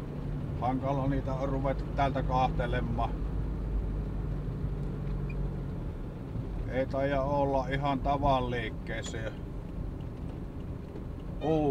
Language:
Finnish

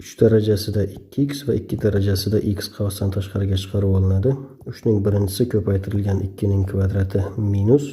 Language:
Uzbek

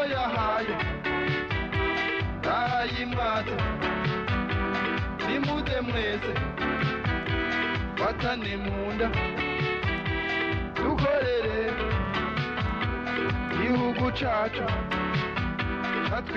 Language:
Rundi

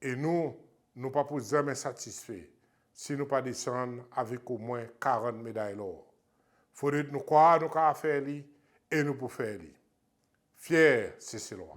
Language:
Seselwa Creole French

